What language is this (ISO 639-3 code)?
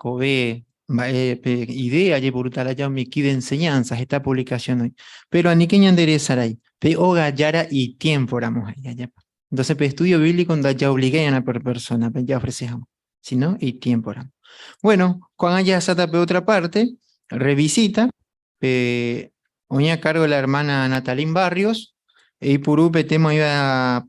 grn